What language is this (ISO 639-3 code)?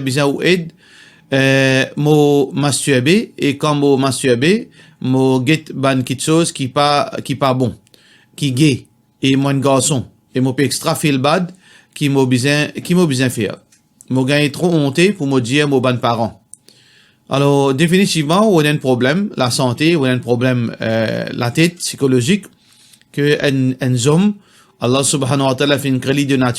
mfe